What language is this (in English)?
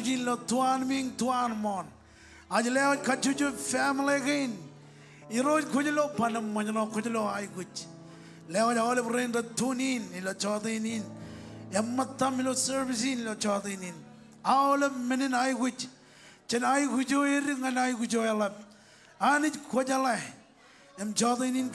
Marshallese